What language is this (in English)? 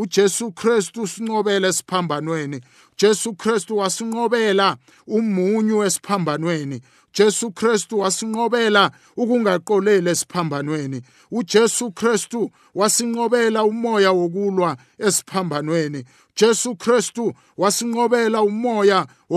South Ndebele